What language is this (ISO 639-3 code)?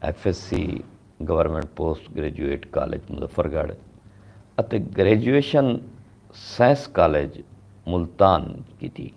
skr